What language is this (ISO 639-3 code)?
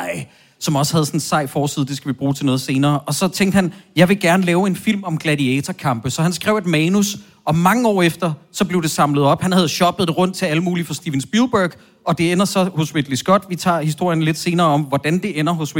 dan